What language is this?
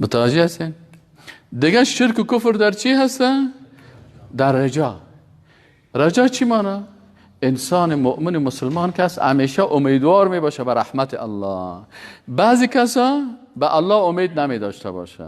Persian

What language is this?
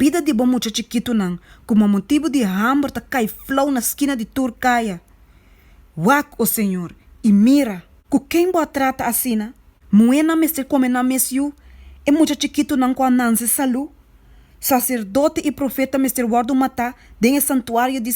Papiamento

